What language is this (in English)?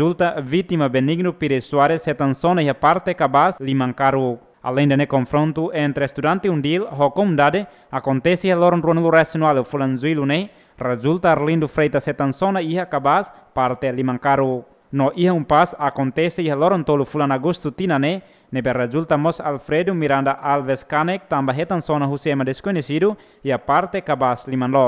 Tetum